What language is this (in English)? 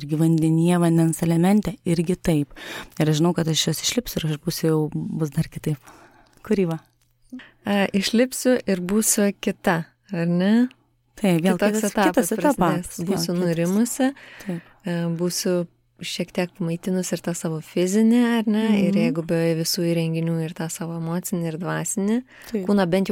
Lithuanian